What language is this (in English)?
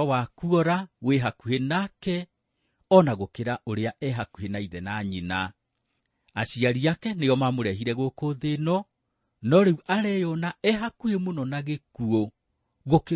Kikuyu